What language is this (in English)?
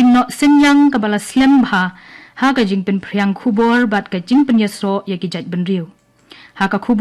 Khasi